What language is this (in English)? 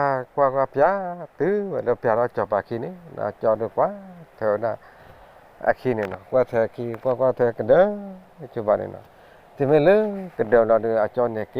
S'gaw Karen